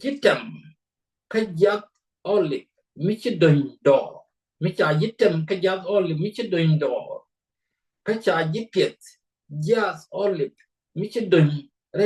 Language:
Nuer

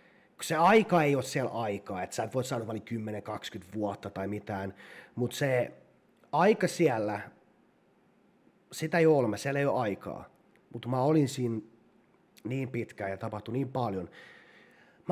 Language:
Finnish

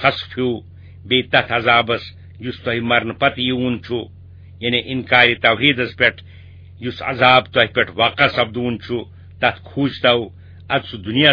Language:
Kashmiri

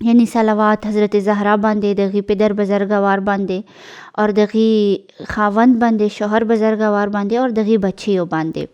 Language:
Pashto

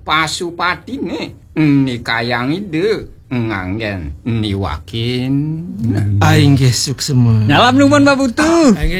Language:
Balinese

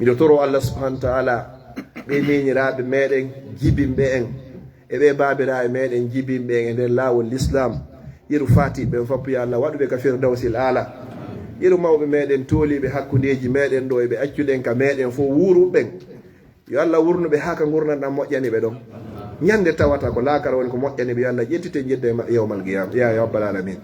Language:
Fula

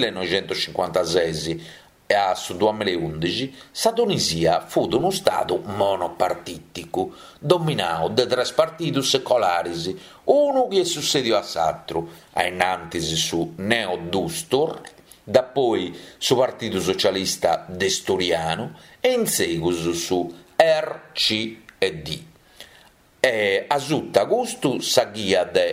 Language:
Sardinian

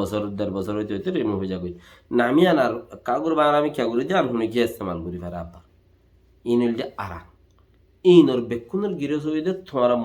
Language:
Rohingya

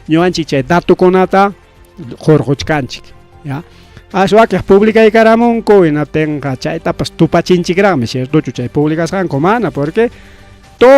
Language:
Ayacucho Quechua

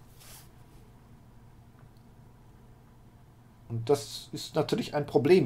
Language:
German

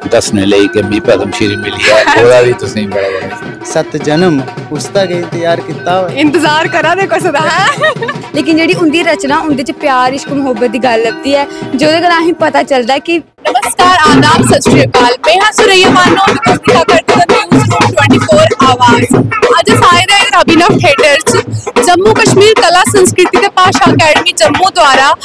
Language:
Dogri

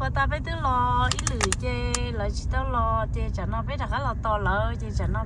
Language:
Hmong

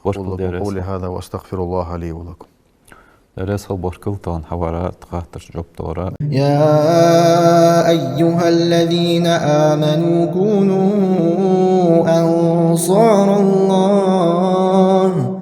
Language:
Ingush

